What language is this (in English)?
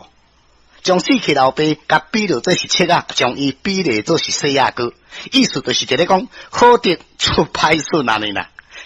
Min Nan Chinese